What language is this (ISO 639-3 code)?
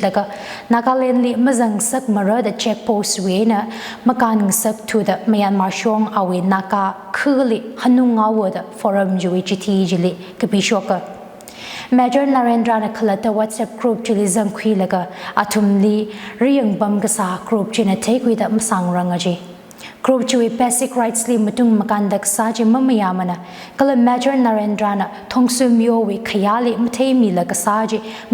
nmf